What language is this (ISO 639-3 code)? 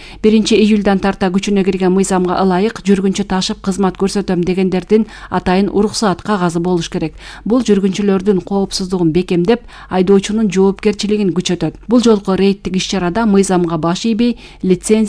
kir